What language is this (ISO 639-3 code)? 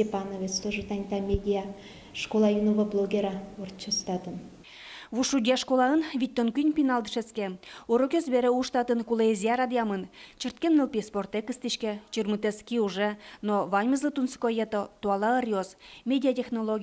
udm